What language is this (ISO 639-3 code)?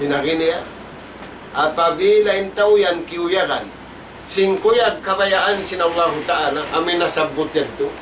tsg